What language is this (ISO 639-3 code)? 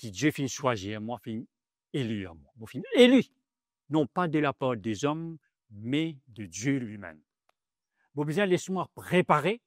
mfe